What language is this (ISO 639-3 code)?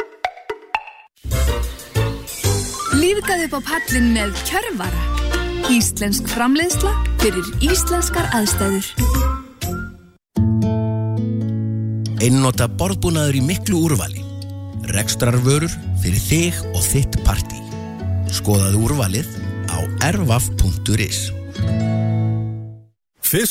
isl